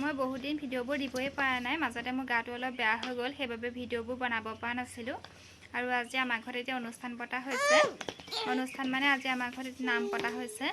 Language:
Assamese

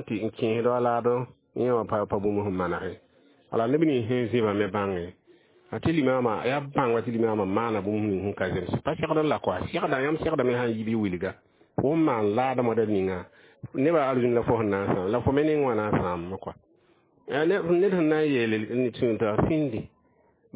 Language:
Mossi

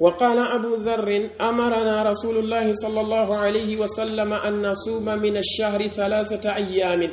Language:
Pular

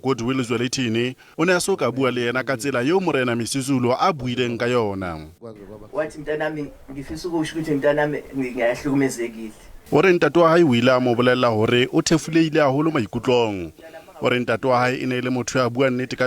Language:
Southern Sotho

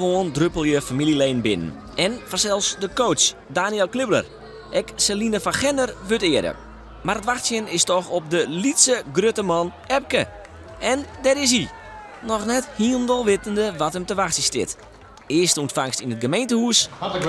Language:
Western Frisian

